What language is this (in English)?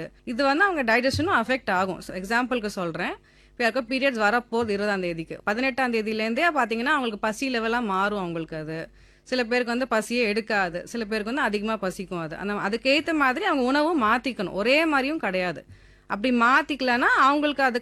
Tamil